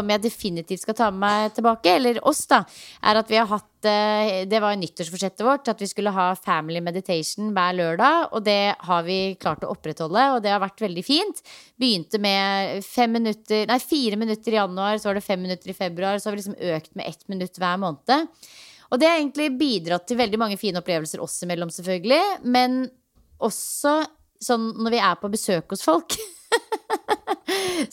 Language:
Norwegian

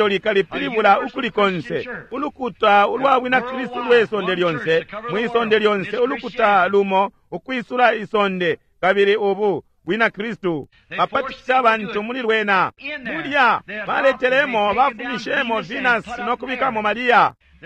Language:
Bemba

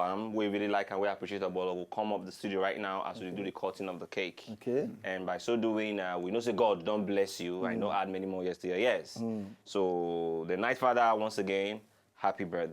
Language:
Nigerian Pidgin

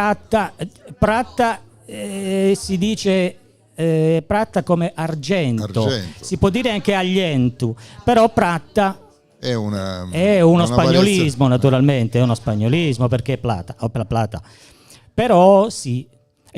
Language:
Gallurese Sardinian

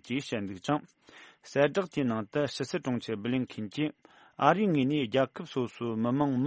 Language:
Tibetan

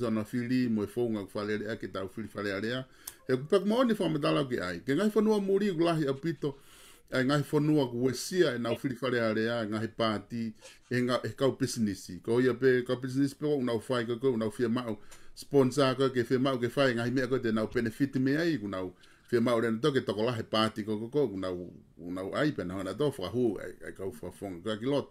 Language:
Tongan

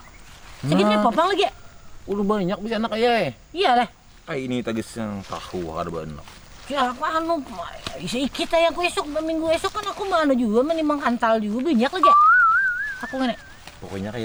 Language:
Banjar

